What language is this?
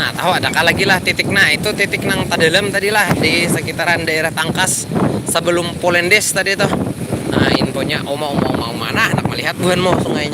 Banjar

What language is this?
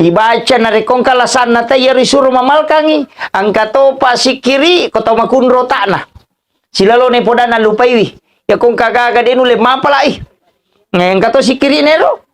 Buginese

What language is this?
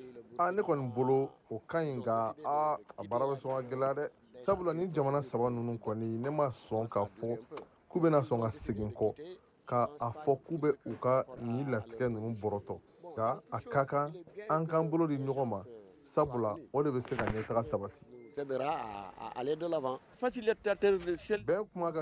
Bambara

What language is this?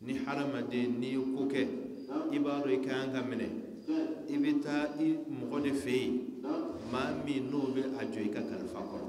Bambara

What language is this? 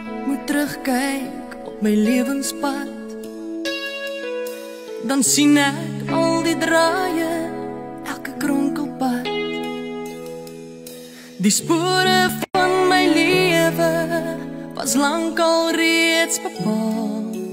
Afrikaans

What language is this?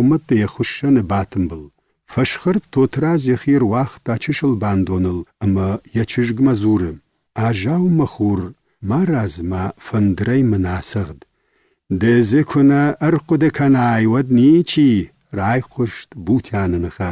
Ossetic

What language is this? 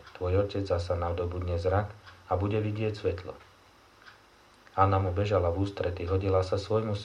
Slovak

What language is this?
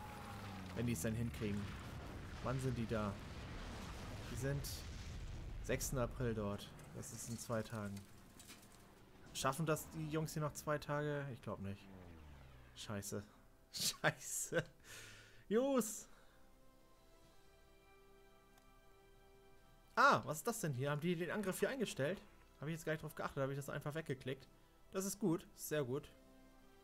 German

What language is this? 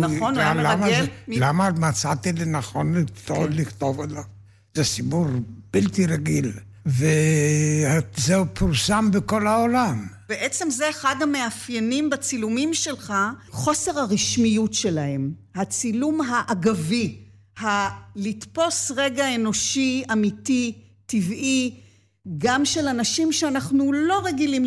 Hebrew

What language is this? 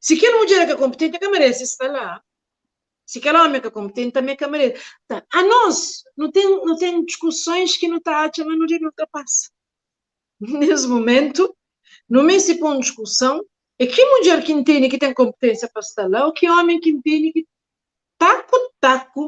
Kabuverdianu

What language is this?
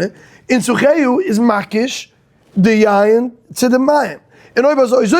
Yiddish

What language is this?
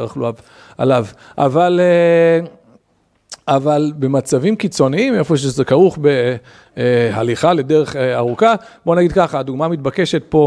Hebrew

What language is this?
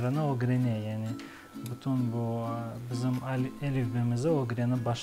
Crimean Tatar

